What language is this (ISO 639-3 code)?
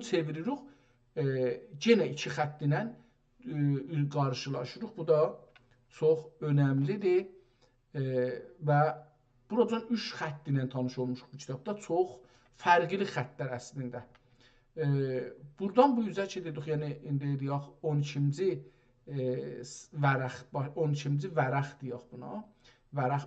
azb